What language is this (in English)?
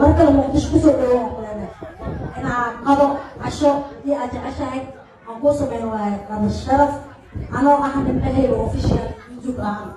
Somali